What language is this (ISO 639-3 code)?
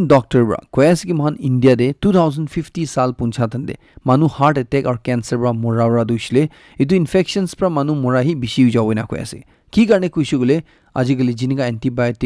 nag